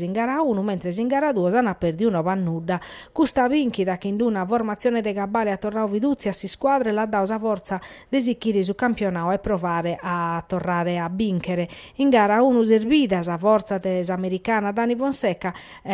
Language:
Sardinian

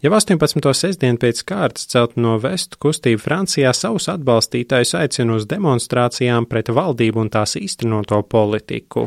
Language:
Latvian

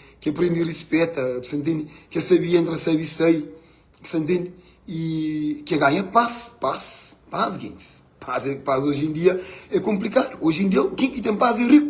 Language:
Kabuverdianu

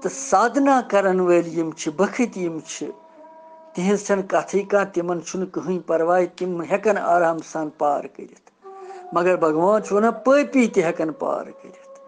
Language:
Kashmiri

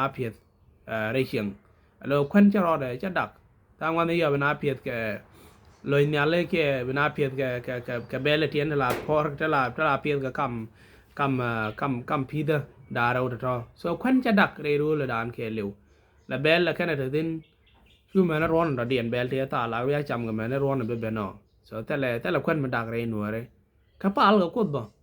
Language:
Nuer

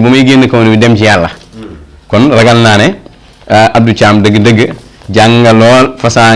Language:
Wolof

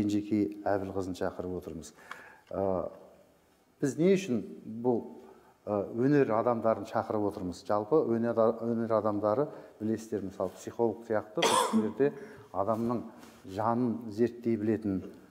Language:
Kazakh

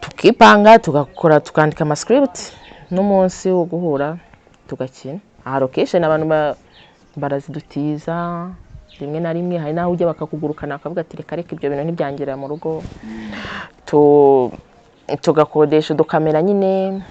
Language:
Kinyarwanda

